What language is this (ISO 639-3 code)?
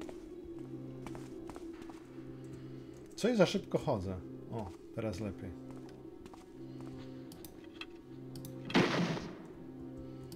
pol